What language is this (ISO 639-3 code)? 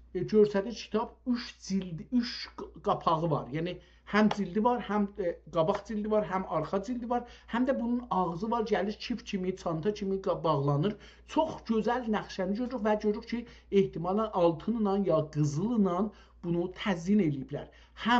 azb